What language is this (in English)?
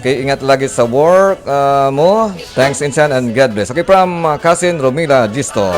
Hiligaynon